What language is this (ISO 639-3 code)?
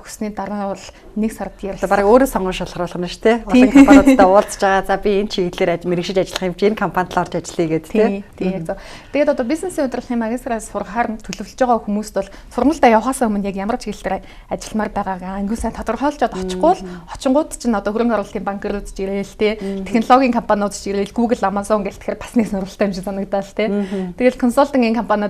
mon